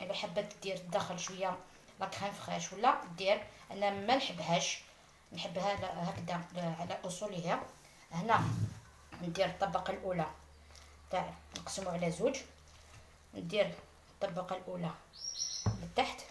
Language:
Algerian Arabic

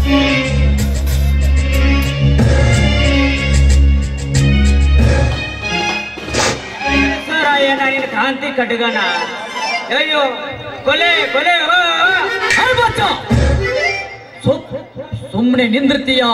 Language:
Kannada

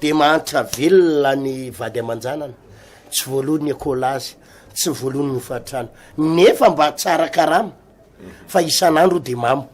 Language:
Malagasy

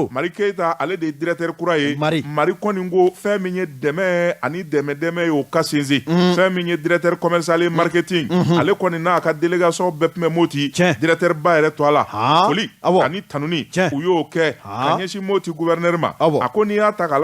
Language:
Bambara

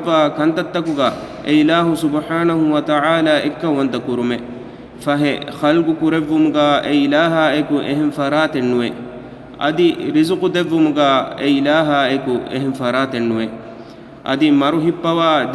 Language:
Divehi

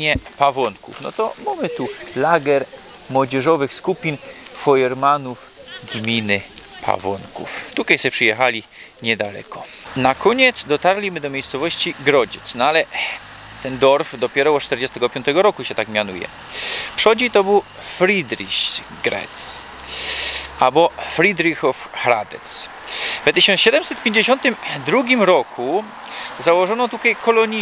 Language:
Silesian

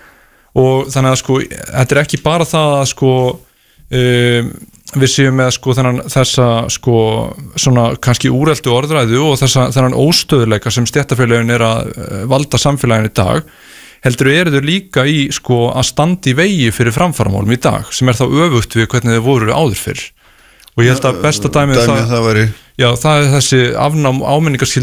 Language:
Icelandic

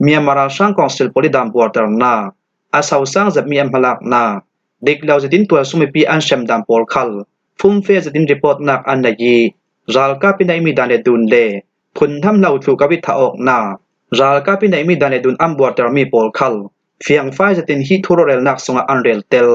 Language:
Falam Chin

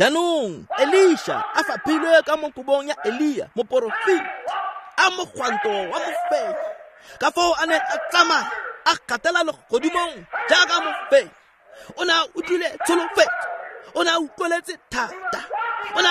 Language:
Tswana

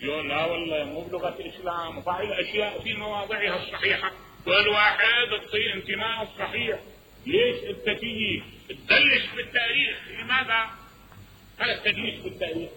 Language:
Mesopotamian Arabic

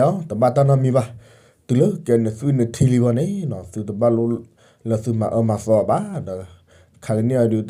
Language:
S'gaw Karen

